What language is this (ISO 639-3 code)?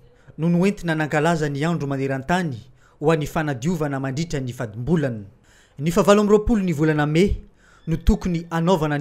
mlg